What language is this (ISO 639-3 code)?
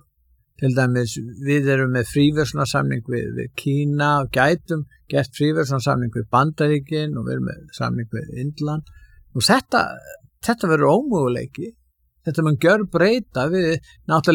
isl